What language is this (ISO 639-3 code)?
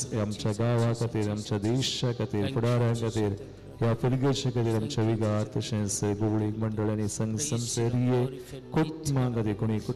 kok